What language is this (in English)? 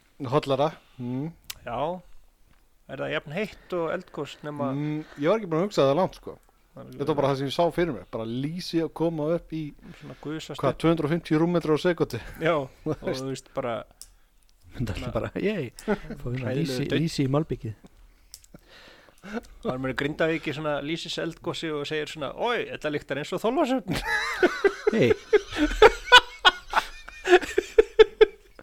Icelandic